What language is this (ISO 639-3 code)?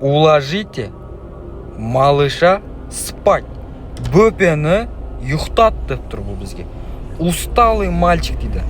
kaz